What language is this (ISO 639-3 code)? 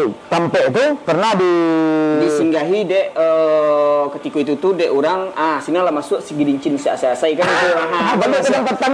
min